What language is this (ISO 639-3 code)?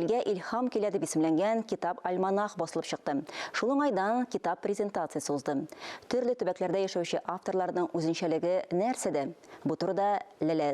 tat